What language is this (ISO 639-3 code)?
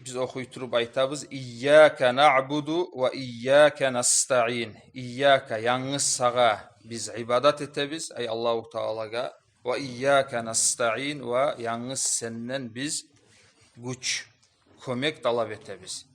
kum